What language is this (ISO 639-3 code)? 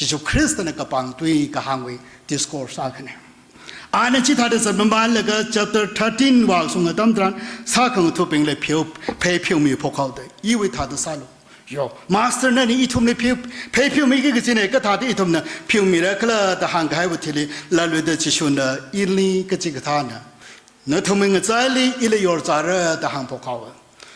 nmf